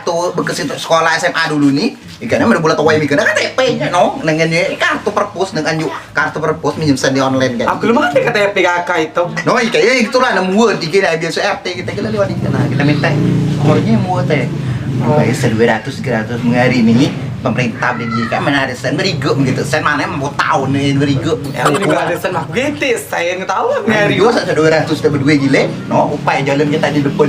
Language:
Musi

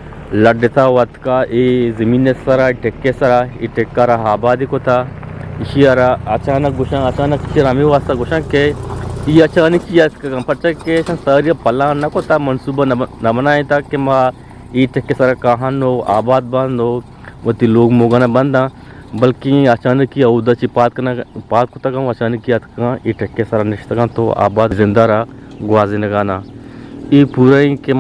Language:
Eastern Balochi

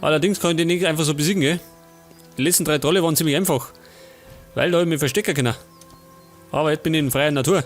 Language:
Bavarian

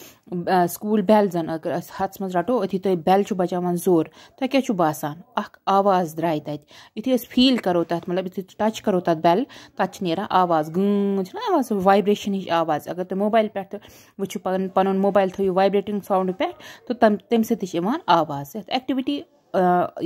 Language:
Kashmiri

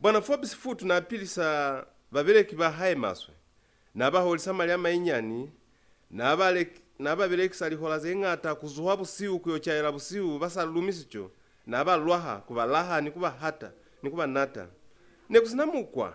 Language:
Lozi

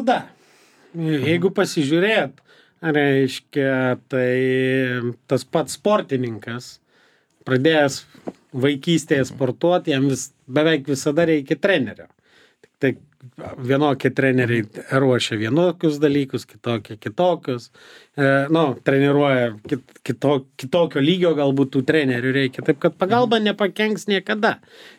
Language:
Lithuanian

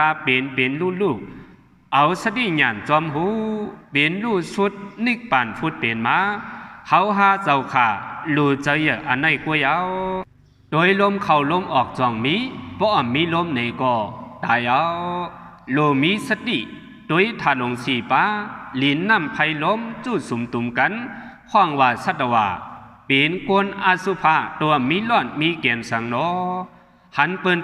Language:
Shan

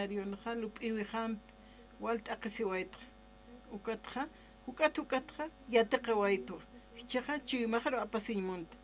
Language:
Aymara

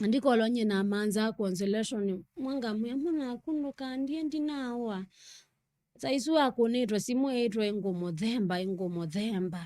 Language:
Kamba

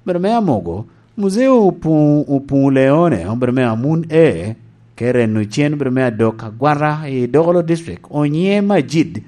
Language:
Lango (Uganda)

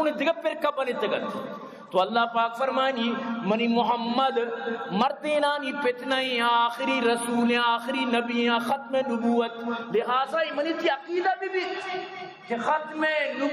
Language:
Eastern Balochi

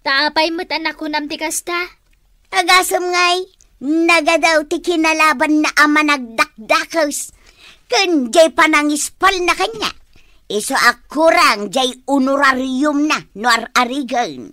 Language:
Iloko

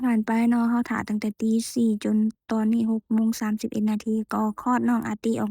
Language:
Lao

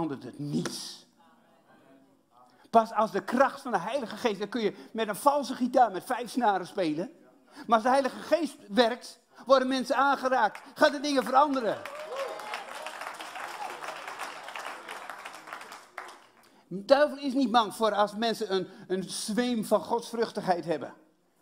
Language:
Dutch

